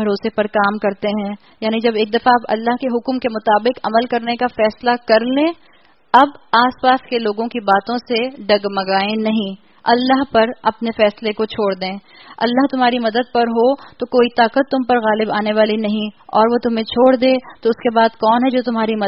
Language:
Urdu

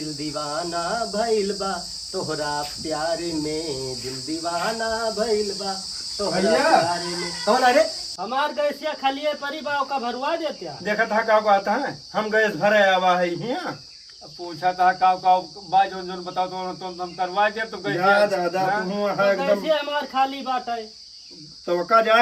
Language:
Awadhi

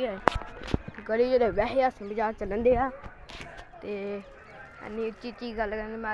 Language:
Punjabi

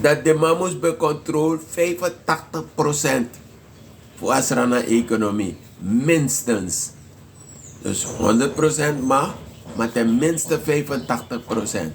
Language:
Sranan Tongo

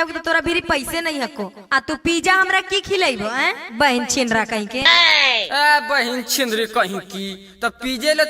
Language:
Magahi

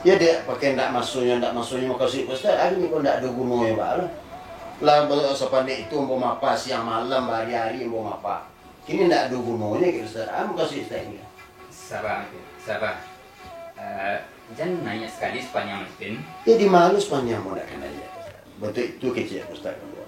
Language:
Minangkabau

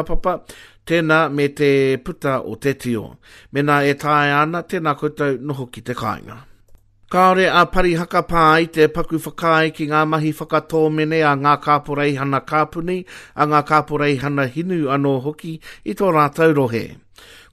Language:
Māori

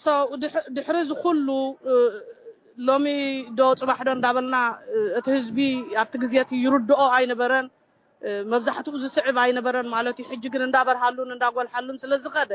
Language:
Tigrinya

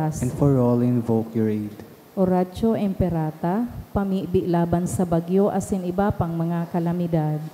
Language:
Bikol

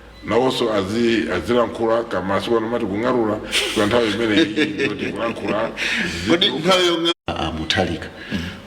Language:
Nyanja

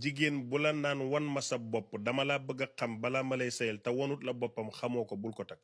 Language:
Wolof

